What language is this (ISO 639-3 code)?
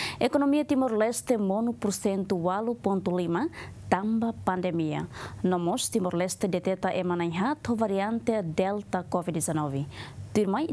tet